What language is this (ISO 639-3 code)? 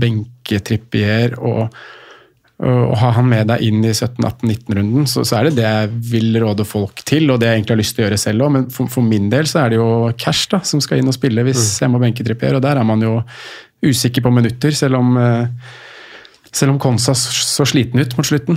nor